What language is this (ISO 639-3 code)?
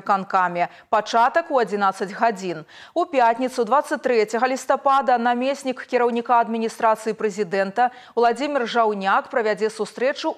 bel